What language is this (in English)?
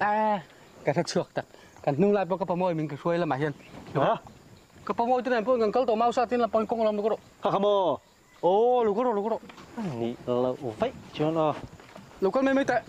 Mizo